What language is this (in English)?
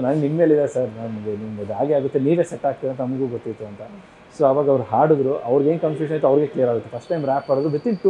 Kannada